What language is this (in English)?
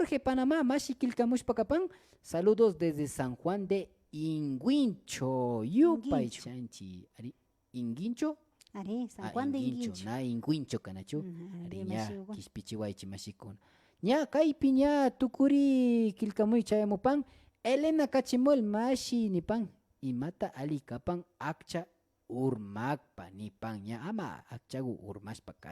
Imbabura Highland Quichua